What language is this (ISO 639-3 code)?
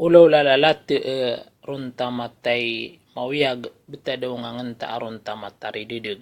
mrw